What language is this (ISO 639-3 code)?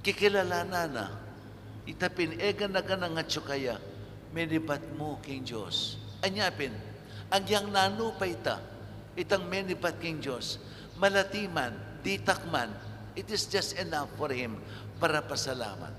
pam